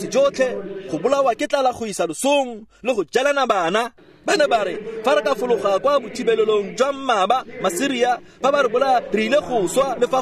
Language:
Tswana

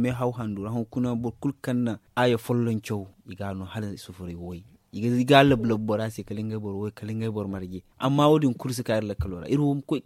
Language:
Zarma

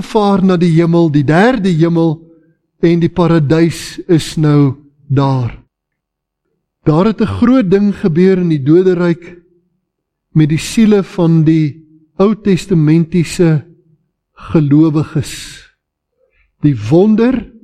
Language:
Afrikaans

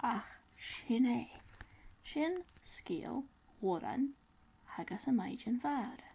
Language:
Scottish Gaelic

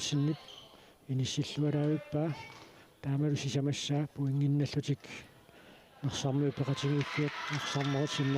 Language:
Kalaallisut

